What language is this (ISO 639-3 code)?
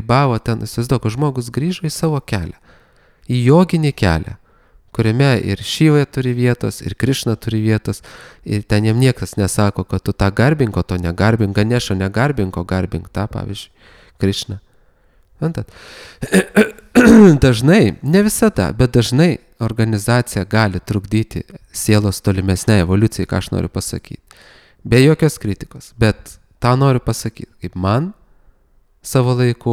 lit